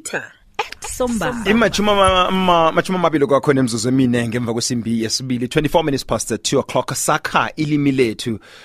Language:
South Ndebele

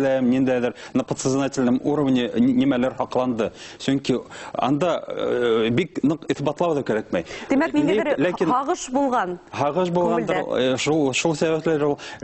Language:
Bashkir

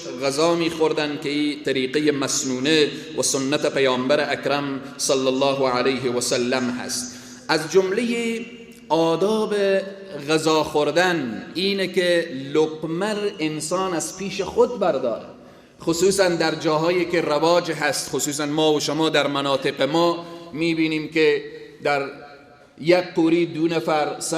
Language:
Persian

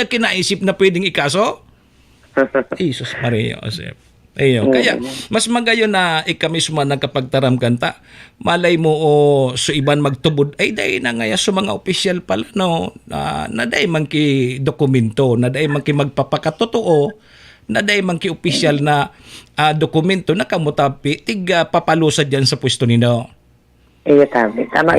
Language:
Bikol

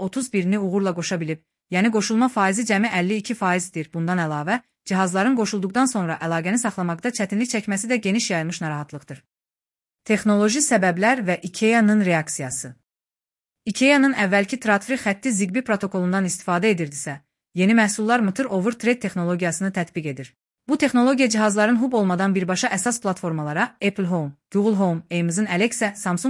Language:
Azerbaijani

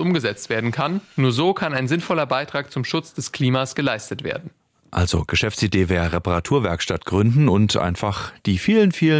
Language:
German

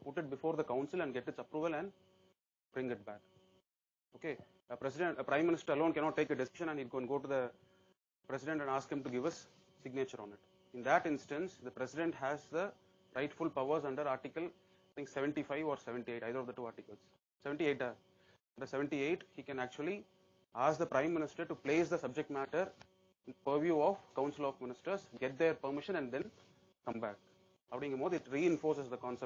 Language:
English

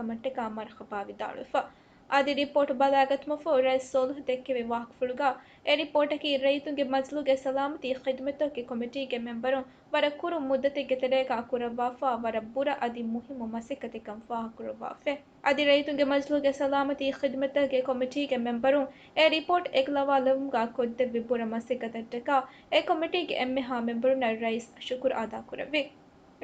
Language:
Divehi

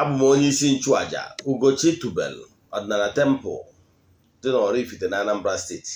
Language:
Igbo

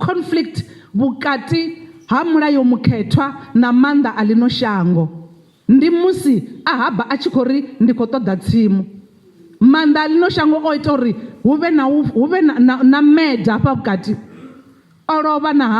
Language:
Venda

